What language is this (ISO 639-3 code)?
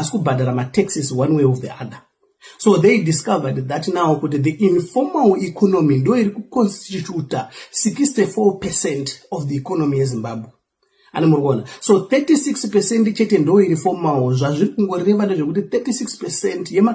sna